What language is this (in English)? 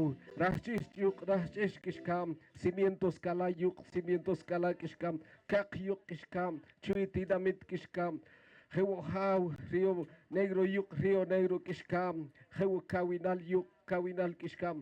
Poqomchi'